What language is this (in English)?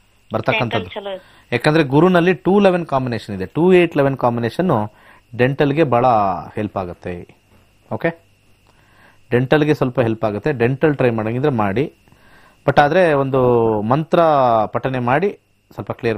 Kannada